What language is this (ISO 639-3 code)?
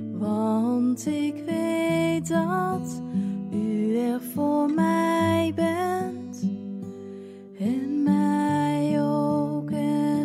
nld